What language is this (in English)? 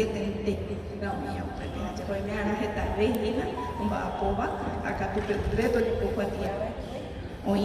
Guarani